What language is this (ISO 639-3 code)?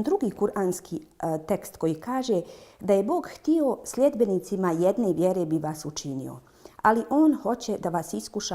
bos